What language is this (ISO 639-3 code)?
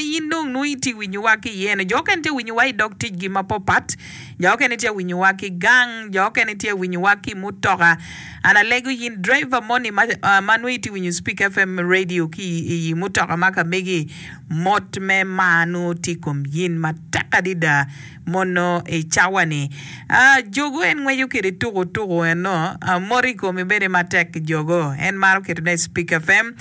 ach